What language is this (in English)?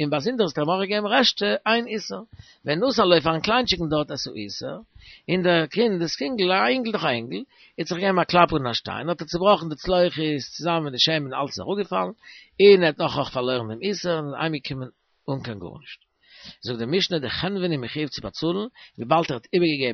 Yiddish